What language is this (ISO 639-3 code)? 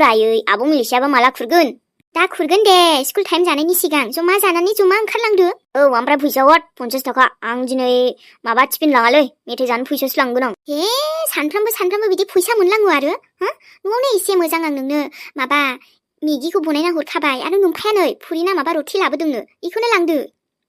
brx